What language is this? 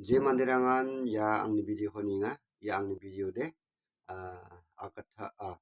Garo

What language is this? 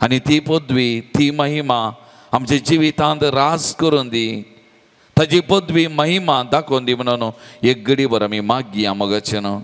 Konkani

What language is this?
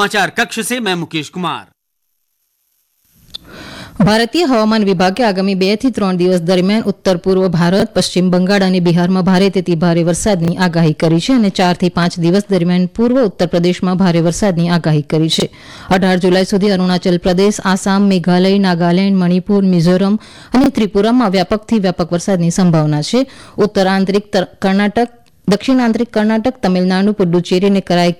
Gujarati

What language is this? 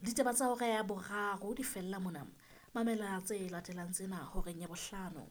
Southern Sotho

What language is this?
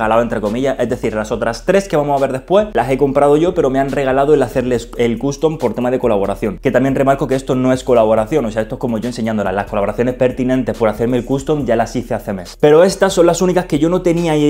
Spanish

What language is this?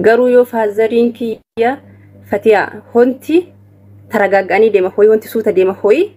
Oromo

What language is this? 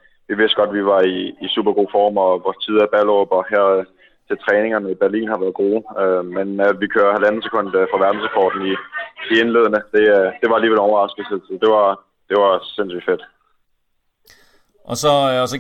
Danish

